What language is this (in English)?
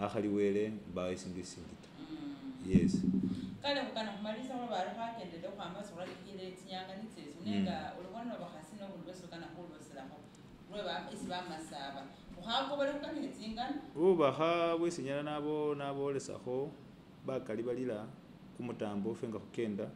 Masaaba